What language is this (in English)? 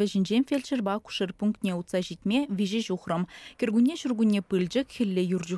Chuvash